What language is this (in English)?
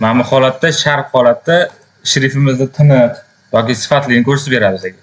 Uzbek